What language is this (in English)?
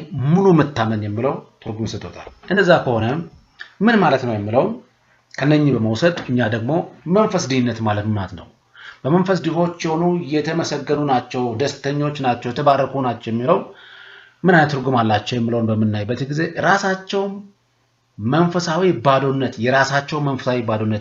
Amharic